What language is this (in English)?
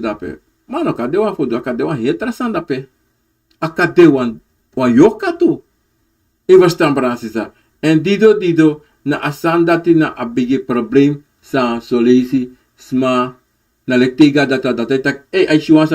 Sranan Tongo